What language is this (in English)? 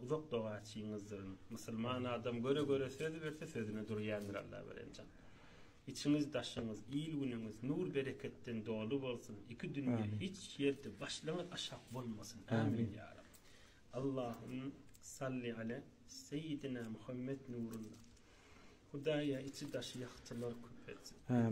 Turkmen